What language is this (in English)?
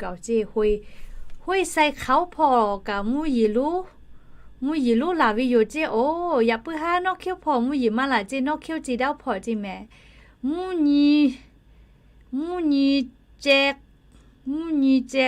Lahu